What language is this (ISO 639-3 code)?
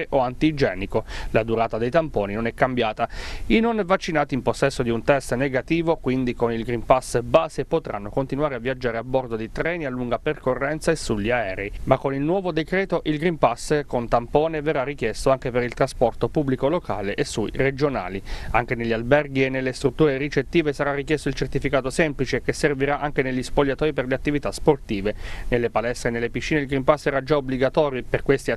ita